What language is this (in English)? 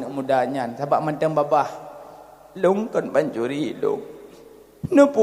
Achinese